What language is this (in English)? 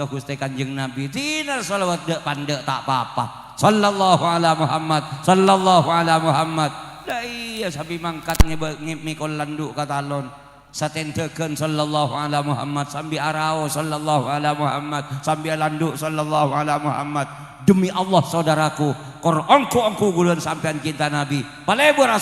Madurese